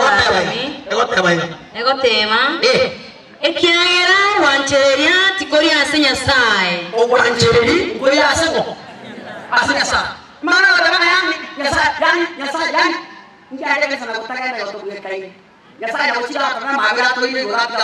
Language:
Gusii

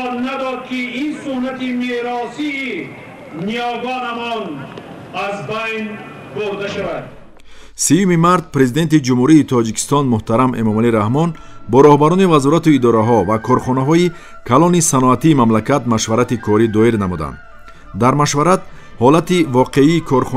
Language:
Tajik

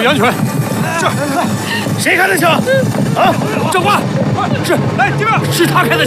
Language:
Chinese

